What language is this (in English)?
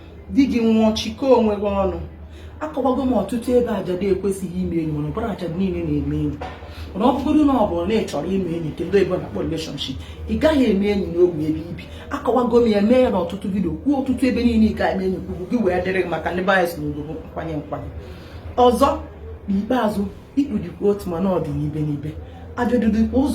Igbo